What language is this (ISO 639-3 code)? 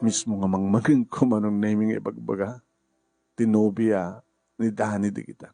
ilo